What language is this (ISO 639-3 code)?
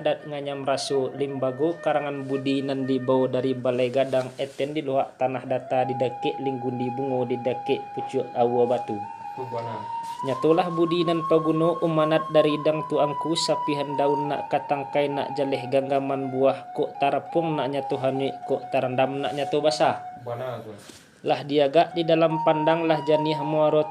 min